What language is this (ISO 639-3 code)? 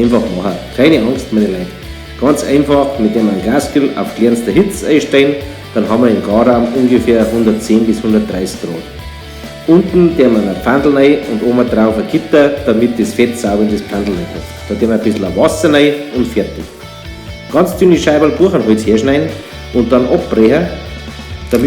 bar